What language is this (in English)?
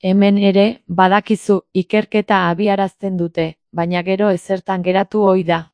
Basque